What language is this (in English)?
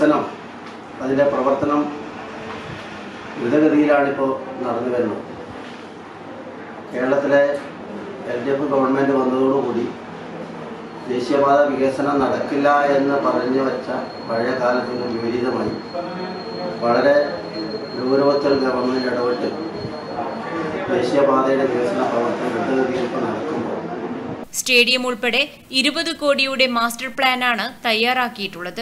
Malayalam